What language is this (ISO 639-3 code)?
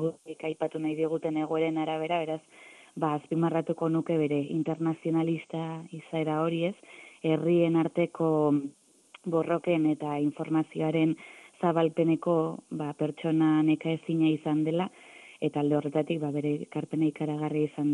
eus